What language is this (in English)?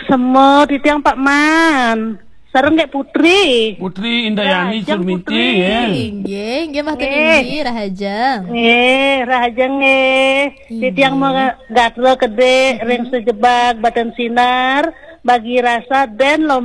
Balinese